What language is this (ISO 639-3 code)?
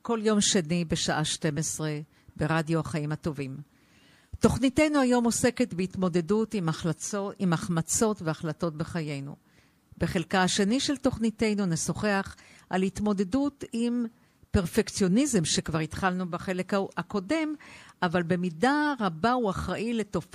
heb